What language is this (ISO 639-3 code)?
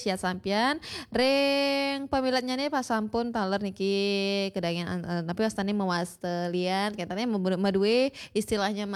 ban